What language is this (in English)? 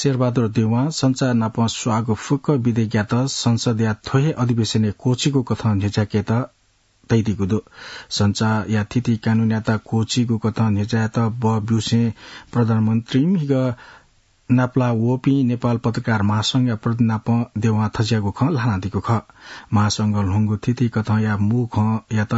Newari